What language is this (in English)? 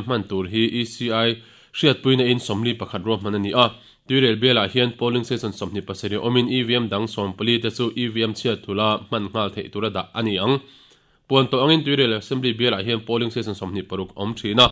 Mizo